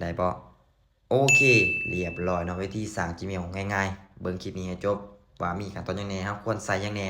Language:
Lao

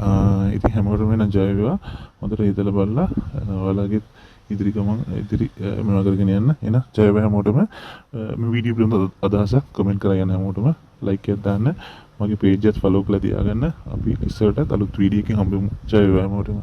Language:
Sinhala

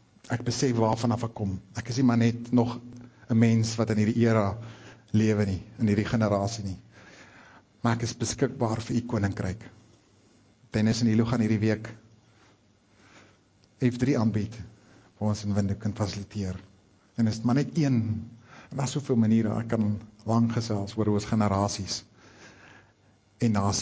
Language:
Afrikaans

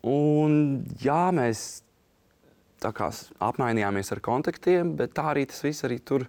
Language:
Latvian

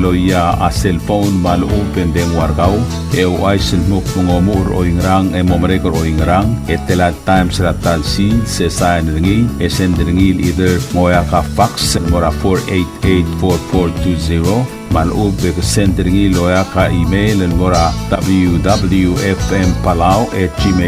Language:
Palauan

